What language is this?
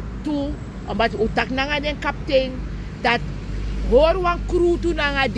Sranan Tongo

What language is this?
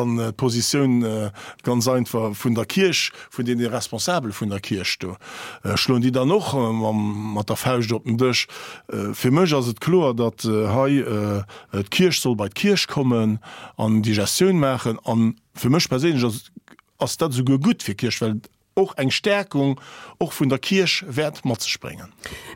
Luxembourgish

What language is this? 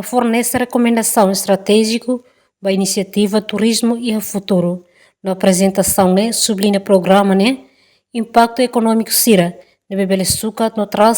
Tetum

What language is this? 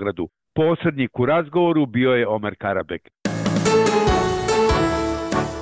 Serbian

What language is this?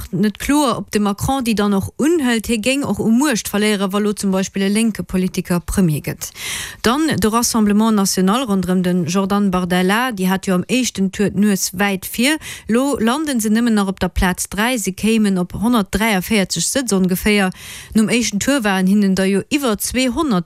Luxembourgish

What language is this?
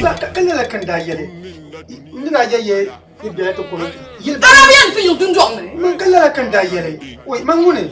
Dagbani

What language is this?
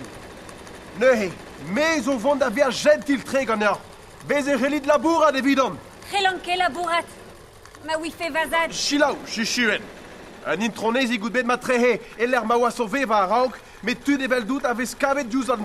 Breton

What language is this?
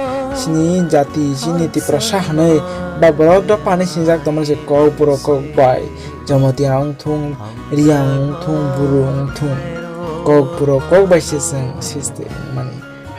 Kok Borok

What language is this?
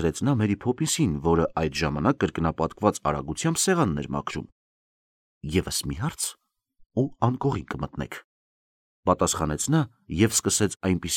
Armenian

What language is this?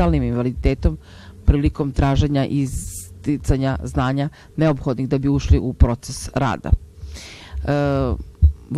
Serbian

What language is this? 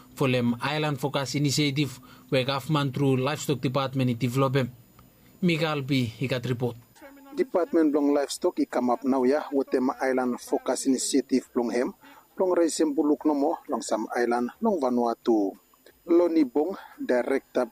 Bislama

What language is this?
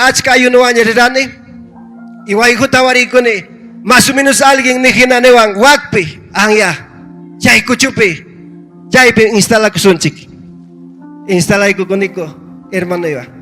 Ayacucho Quechua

